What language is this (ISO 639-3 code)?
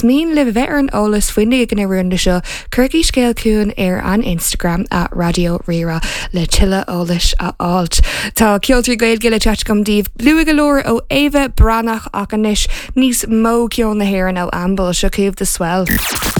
gle